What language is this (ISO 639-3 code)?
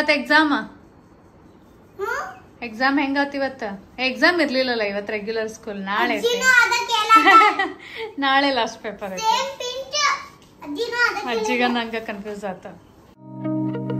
kan